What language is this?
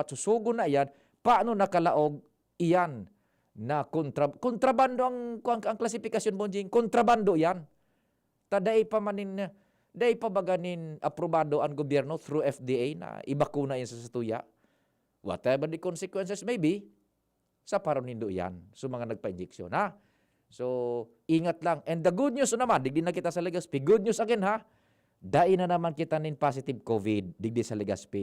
Bikol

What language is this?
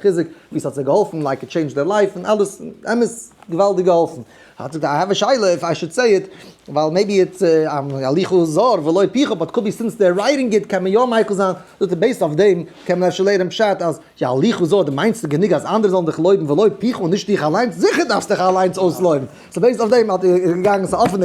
Yiddish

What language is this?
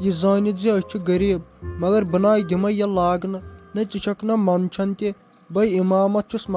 Kashmiri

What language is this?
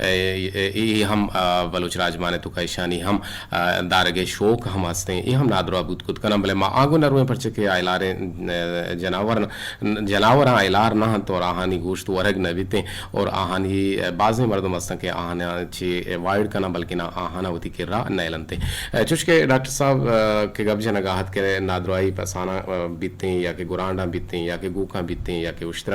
Eastern Balochi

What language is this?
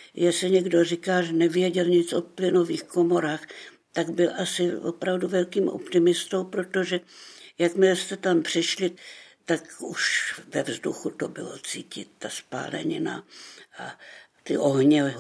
Czech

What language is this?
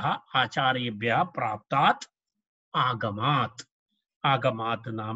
Sanskrit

